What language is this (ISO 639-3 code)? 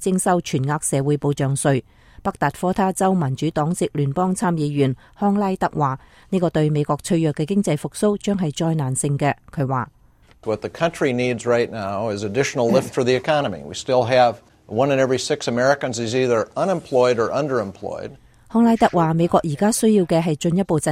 yue